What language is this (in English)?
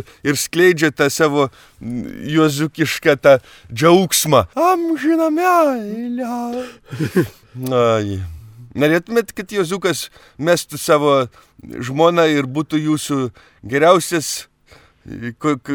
Lithuanian